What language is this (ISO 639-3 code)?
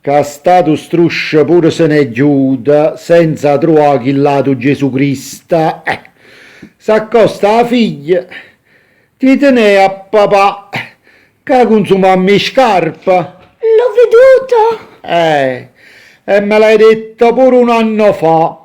nap